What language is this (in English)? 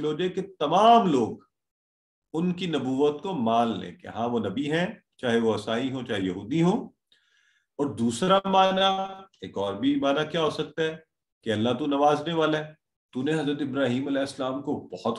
Urdu